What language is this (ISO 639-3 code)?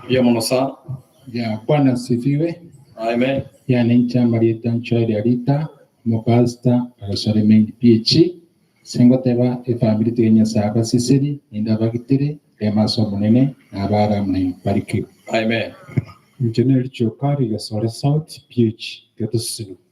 guz